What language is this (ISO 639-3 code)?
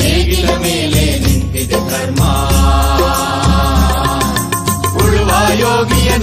kan